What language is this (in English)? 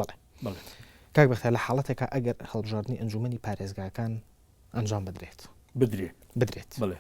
Central Kurdish